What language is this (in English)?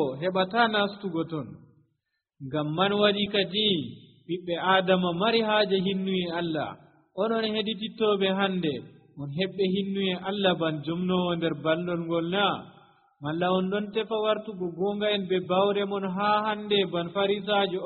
Nigerian Fulfulde